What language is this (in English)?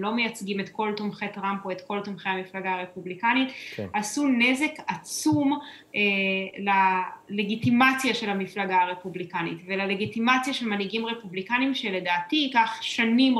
Hebrew